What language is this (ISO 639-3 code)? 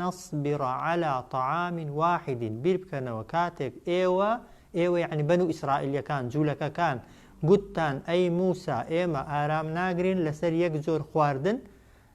ckb